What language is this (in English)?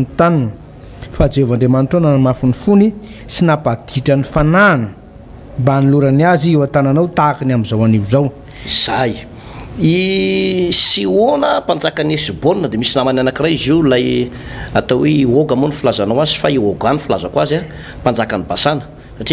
Malagasy